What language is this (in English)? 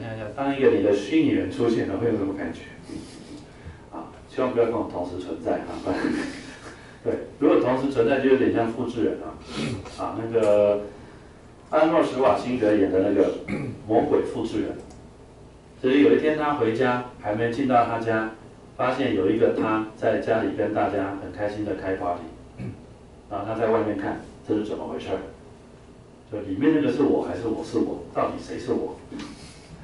Chinese